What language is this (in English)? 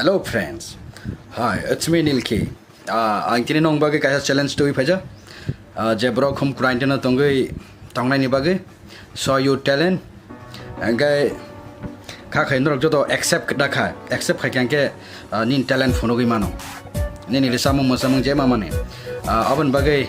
Kok Borok